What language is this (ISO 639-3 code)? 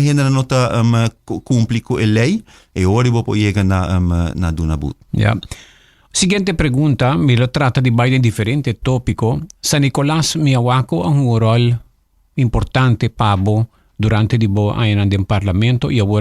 pap